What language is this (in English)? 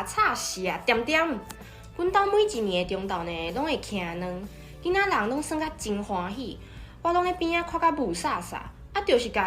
Min Nan Chinese